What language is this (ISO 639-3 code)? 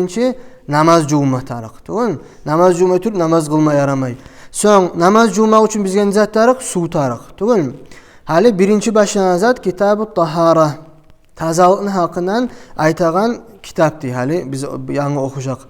kum